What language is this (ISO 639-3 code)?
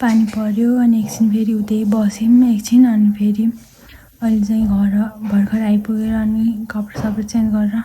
nep